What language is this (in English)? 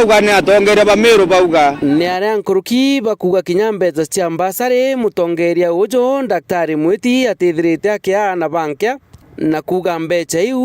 Meru